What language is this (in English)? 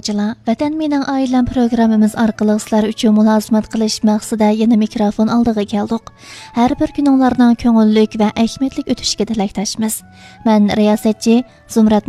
Uyghur